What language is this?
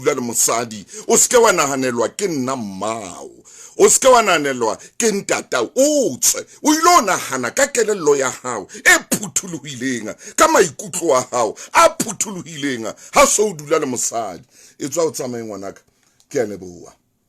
Southern Sotho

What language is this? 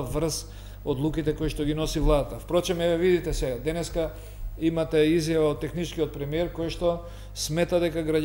Macedonian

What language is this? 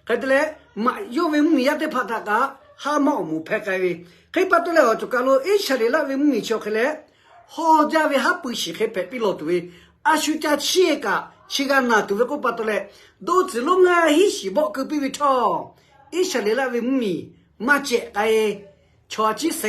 Lahu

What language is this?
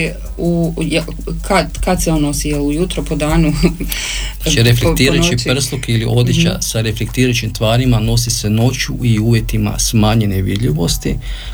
Croatian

